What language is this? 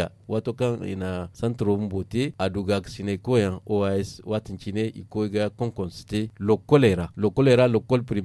Zarma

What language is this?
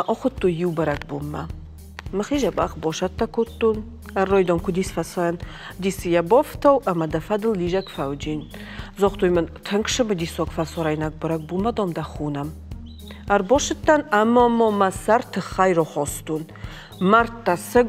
Ossetic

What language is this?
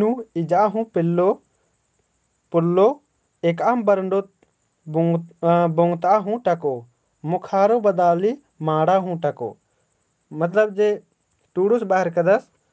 Kurukh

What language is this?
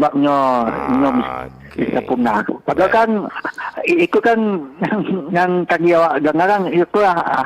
Minangkabau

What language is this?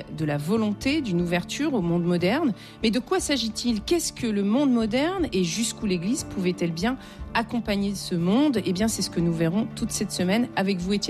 French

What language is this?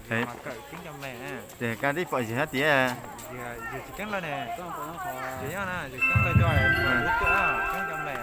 Hmong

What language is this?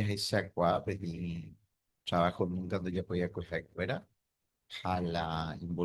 Guarani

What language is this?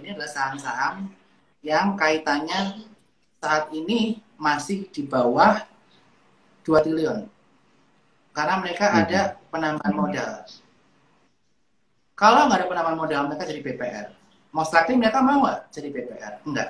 Indonesian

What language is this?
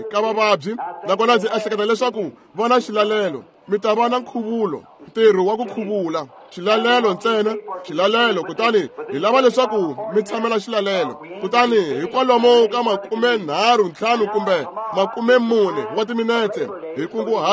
Tsonga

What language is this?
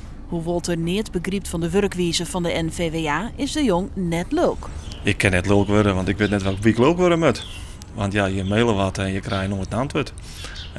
Western Frisian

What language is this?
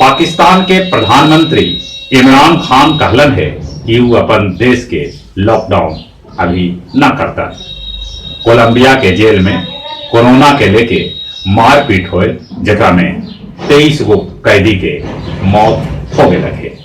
Magahi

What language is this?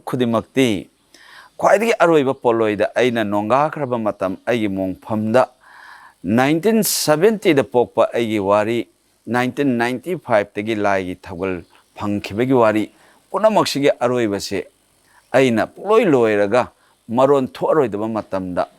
Manipuri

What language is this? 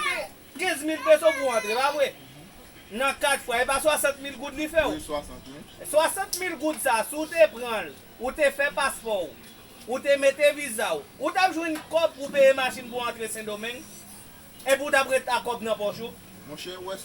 Haitian Creole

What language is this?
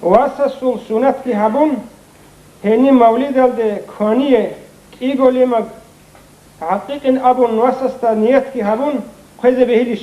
Avaric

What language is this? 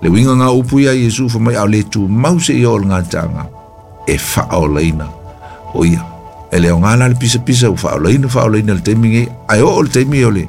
Samoan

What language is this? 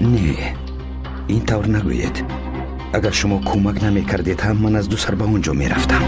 Tajik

